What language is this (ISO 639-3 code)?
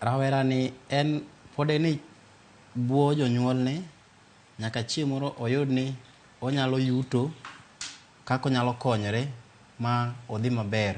luo